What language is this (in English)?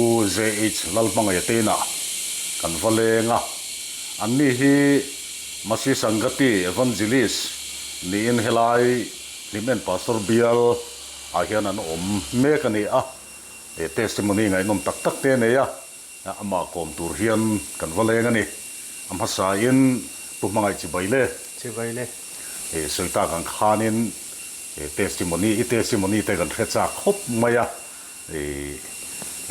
Mizo